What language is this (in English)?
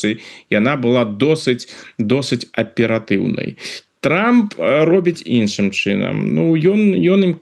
Belarusian